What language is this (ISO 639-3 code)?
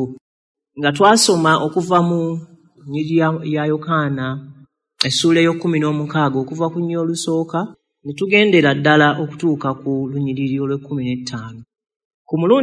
lug